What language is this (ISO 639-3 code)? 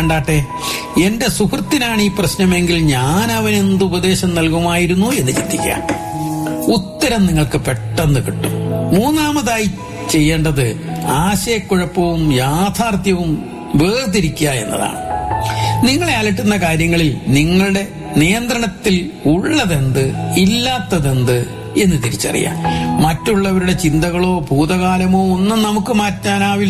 mal